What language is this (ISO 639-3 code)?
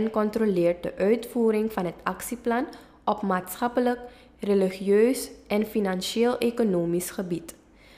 nld